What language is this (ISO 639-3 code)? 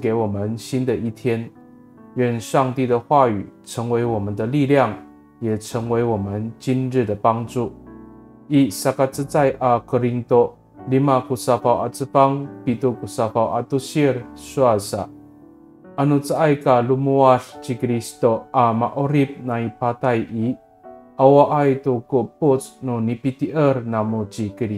ami